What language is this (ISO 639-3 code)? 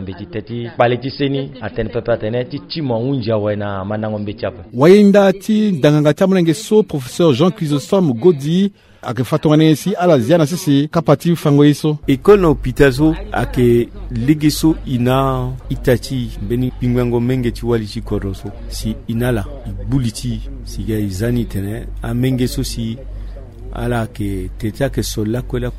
sag